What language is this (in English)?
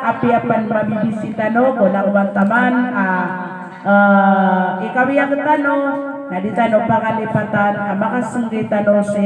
Maranao